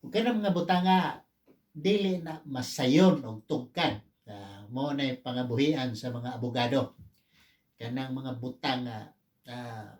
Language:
Cebuano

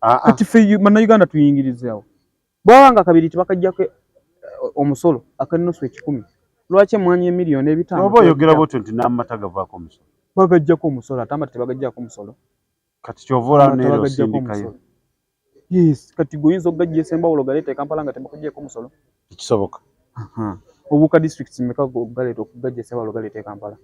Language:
Ganda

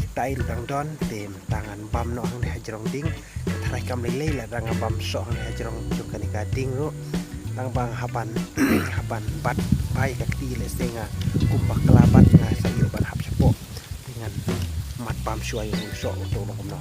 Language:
Khasi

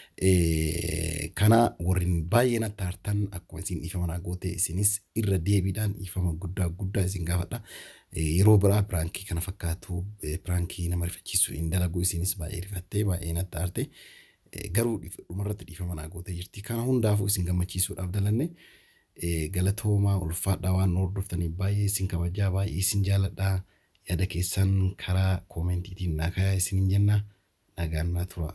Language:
Oromo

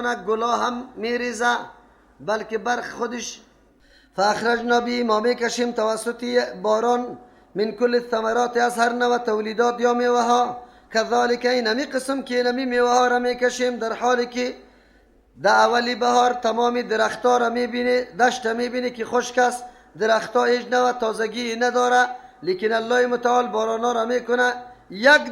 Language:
Persian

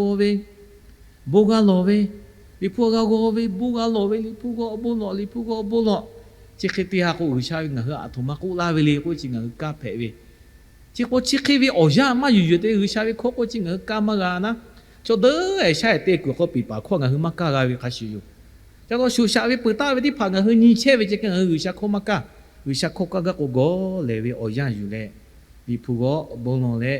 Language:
Lahu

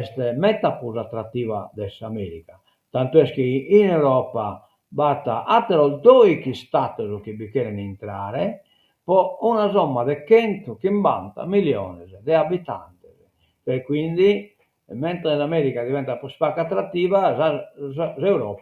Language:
Sardinian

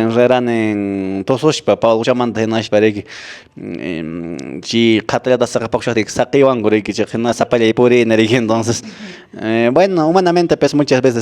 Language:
Quechua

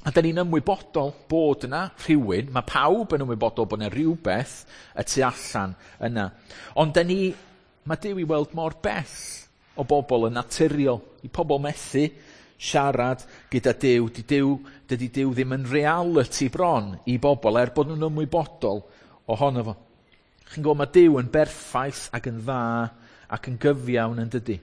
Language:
Welsh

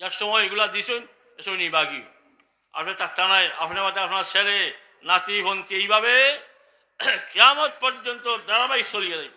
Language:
Sylheti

